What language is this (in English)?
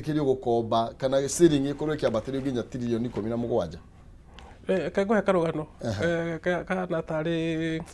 Kikuyu